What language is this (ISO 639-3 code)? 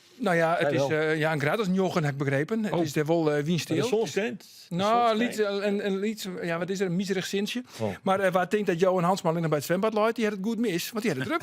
fry